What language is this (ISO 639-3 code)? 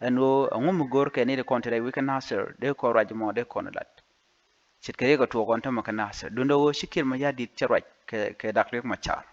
nus